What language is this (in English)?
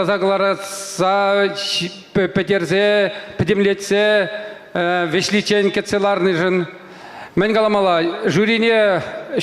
Chuvash